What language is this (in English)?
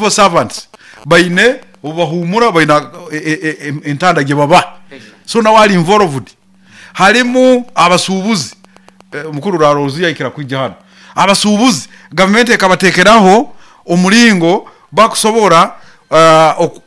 Nyoro